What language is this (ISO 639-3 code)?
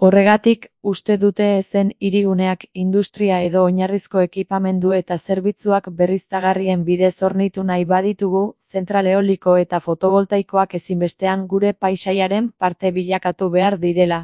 eus